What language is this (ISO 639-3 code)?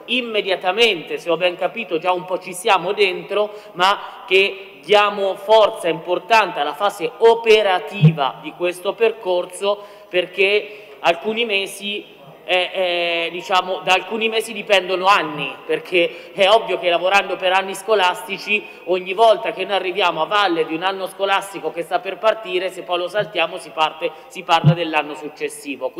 ita